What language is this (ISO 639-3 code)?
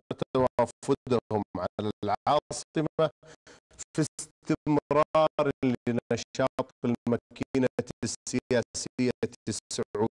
ara